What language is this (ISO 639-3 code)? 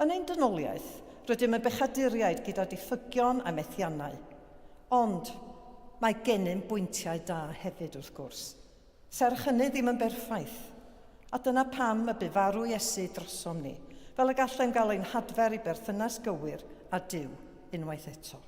cym